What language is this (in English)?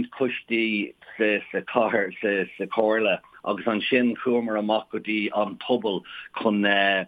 Irish